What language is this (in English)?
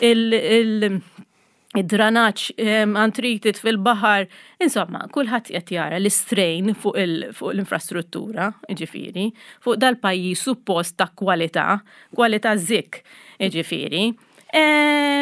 Maltese